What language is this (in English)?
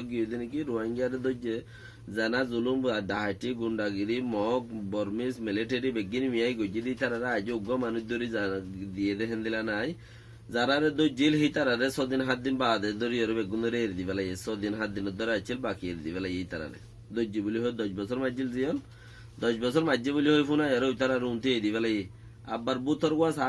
Rohingya